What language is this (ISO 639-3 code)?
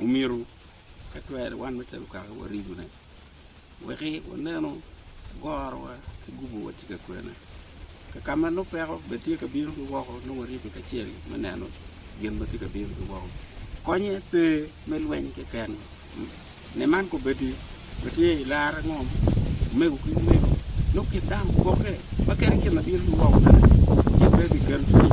ach